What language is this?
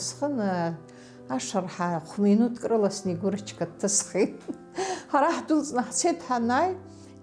Abkhazian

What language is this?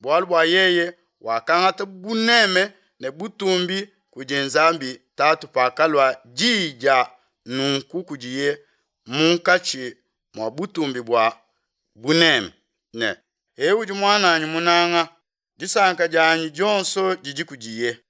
Luba-Lulua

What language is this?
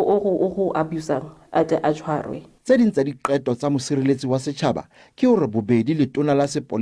Southern Sotho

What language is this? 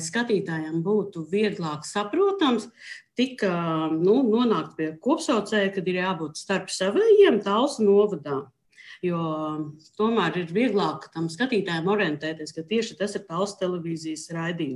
Latvian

